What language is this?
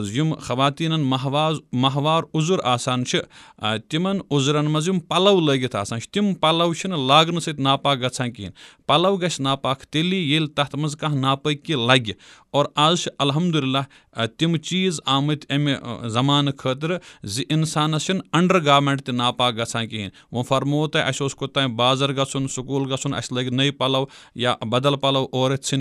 Kashmiri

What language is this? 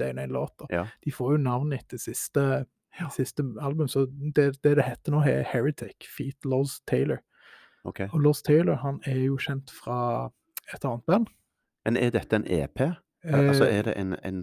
Norwegian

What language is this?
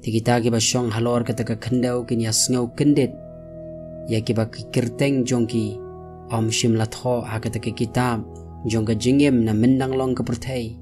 Khasi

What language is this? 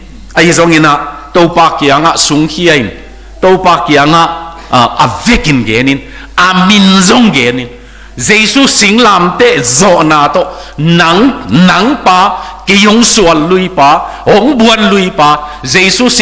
Tedim Chin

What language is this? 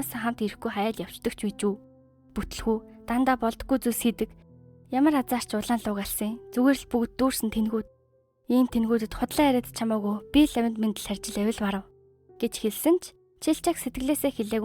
Mongolian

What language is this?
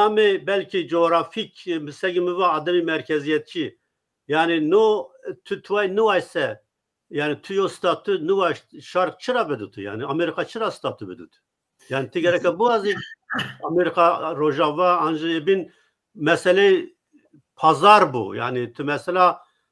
Zaza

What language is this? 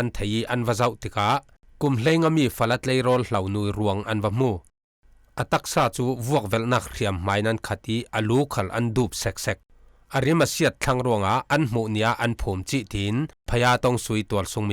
Falam Chin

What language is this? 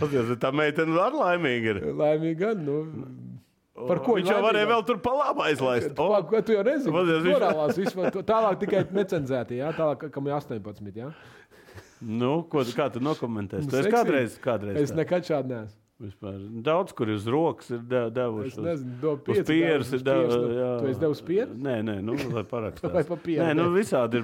Latvian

